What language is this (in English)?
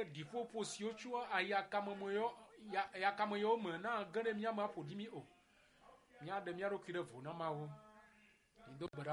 Ewe